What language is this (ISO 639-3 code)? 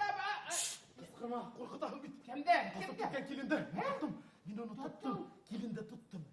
bak